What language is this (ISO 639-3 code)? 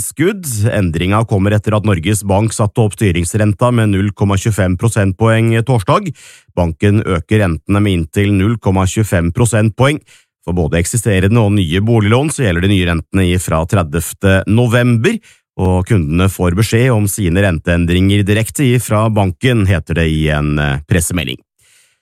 nor